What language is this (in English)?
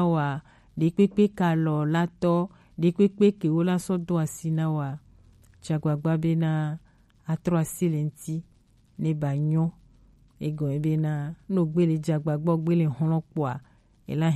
Gen